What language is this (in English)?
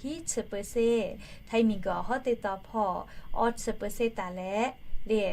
Lahu